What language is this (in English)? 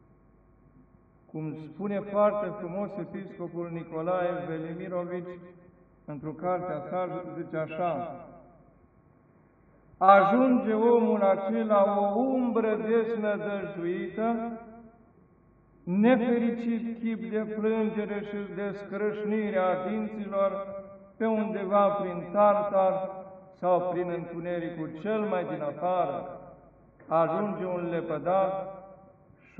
Romanian